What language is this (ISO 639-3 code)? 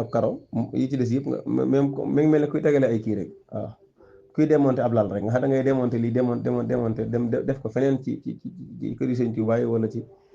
wol